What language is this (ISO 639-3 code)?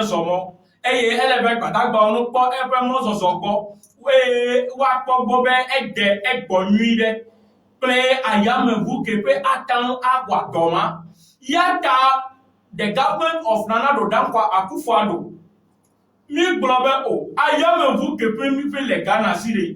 ewe